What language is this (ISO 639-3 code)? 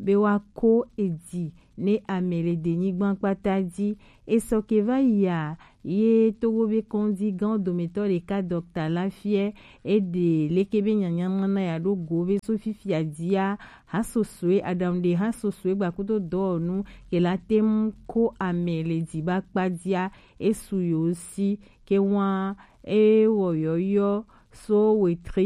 gej